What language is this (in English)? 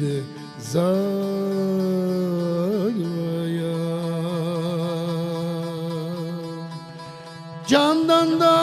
Crimean Tatar